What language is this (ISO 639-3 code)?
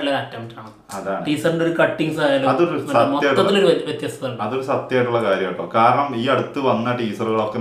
mal